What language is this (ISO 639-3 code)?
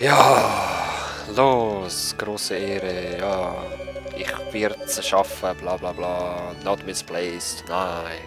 gsw